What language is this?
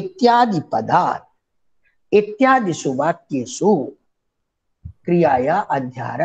Sanskrit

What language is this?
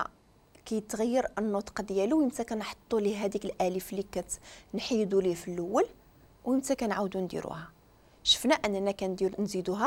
Moroccan Arabic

